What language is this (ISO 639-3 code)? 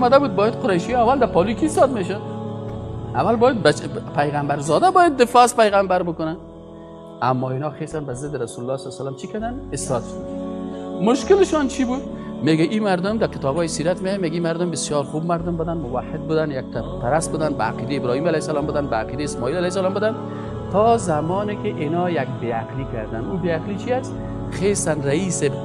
fas